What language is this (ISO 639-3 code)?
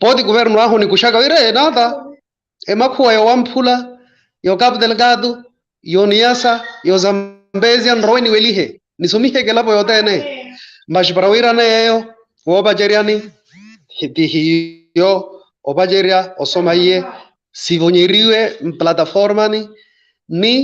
vmw